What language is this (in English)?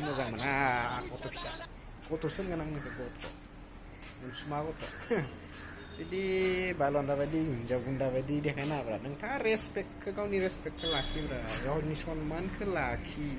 Bodo